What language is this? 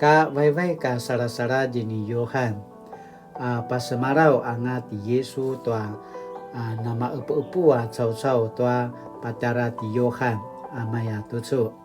Paiwan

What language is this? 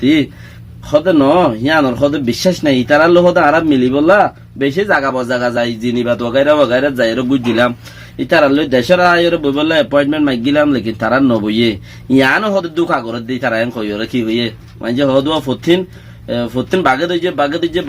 Rohingya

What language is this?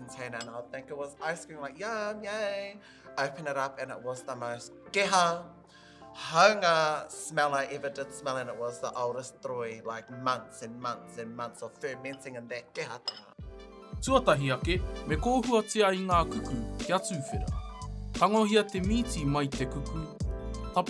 Māori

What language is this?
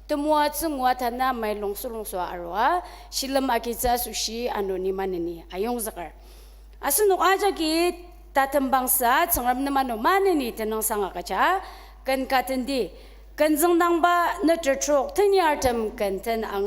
Ao Naga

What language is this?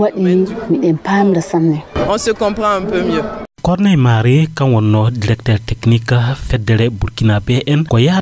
Fula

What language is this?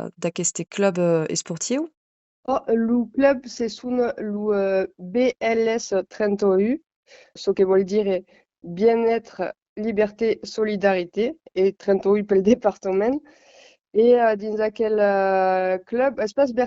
Occitan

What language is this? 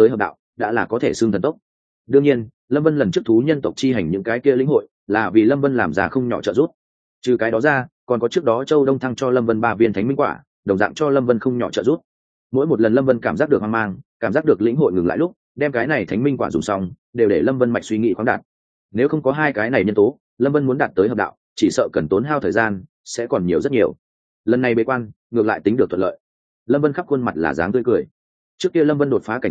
Vietnamese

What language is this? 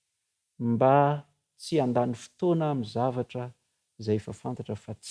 Malagasy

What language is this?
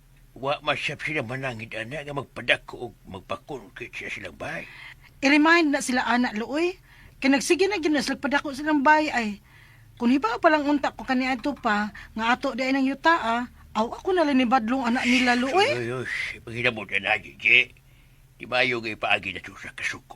Cebuano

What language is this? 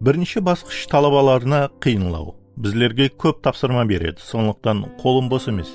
Kara-Kalpak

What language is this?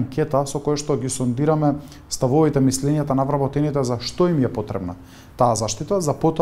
Macedonian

